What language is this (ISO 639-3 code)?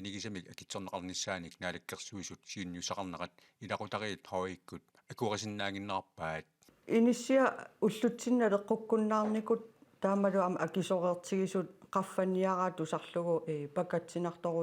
kal